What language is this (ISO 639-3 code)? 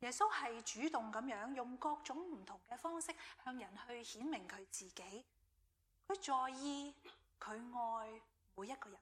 yue